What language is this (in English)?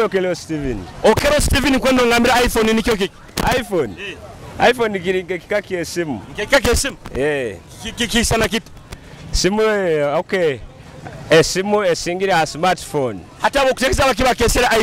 Nyoro